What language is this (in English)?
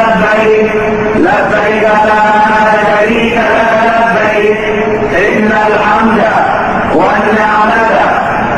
Egyptian Arabic